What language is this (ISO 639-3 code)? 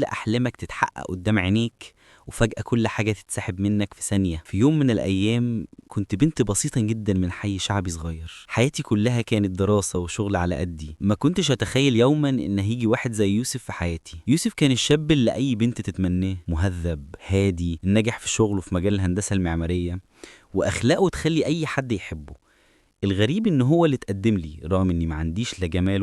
arz